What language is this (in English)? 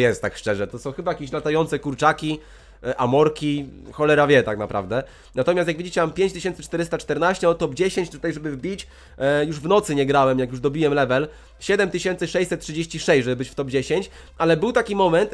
Polish